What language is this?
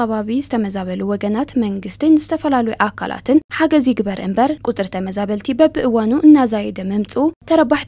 Tigrinya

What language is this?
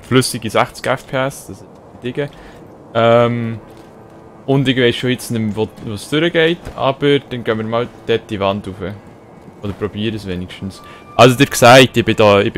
Swiss German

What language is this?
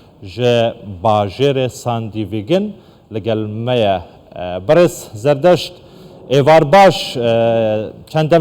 Kurdish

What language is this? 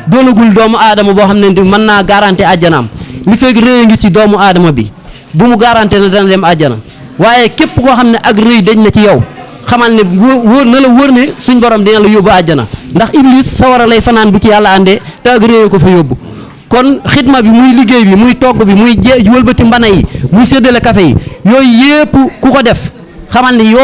Wolof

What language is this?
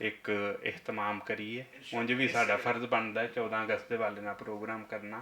Western Panjabi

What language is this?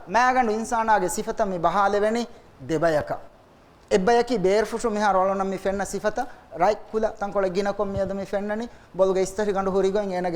Divehi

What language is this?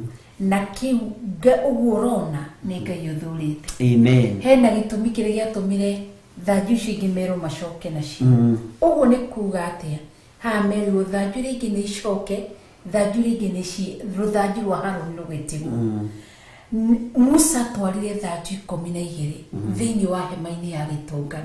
Kikuyu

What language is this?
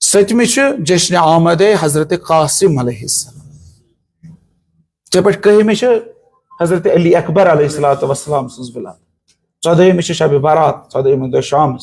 Kashmiri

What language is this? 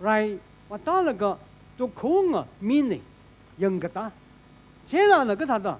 Tangkhul Naga (India)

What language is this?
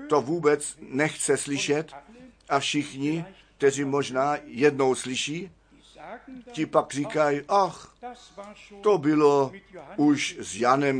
Czech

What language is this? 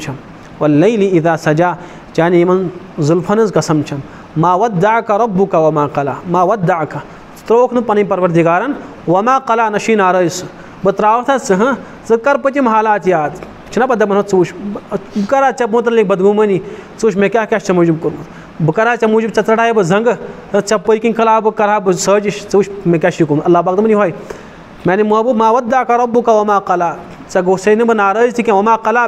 Kashmiri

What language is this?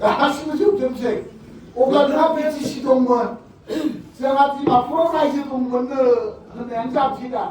Bodo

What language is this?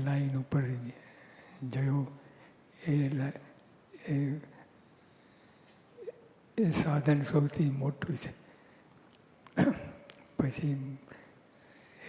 Gujarati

